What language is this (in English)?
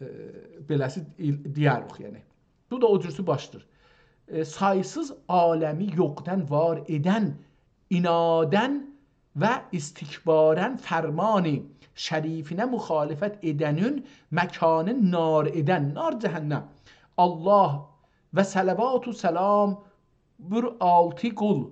South Azerbaijani